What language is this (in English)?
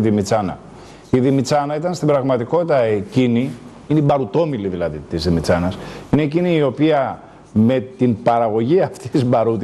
Greek